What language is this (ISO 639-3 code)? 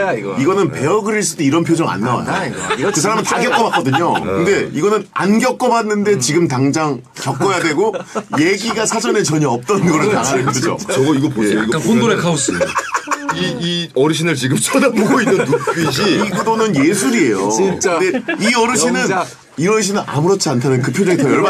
kor